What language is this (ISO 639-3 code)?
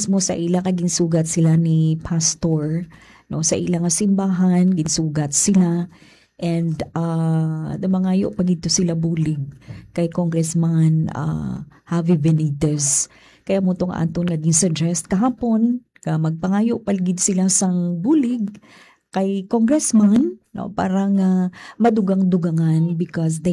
hil